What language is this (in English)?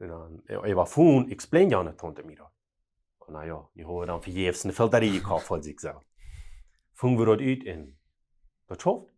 Plautdietsch